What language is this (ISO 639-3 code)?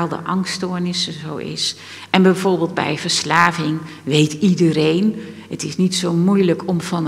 nld